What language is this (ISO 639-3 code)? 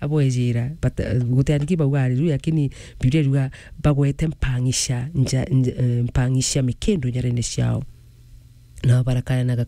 mer